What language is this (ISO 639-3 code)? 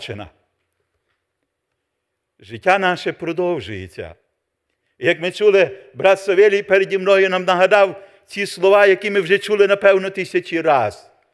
ukr